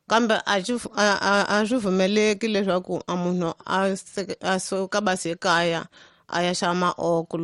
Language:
Tsonga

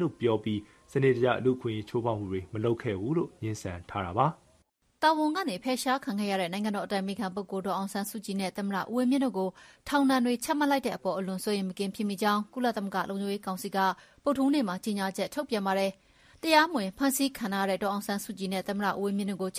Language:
Burmese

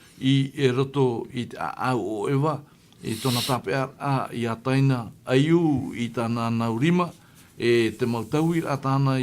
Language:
Tahitian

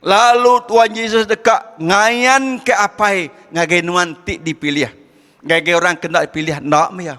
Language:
Iban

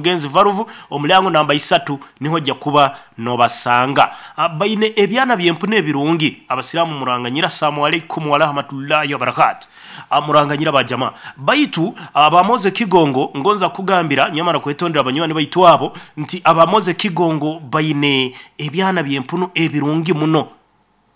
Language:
Nyoro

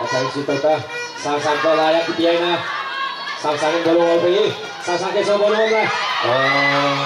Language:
Tedim Chin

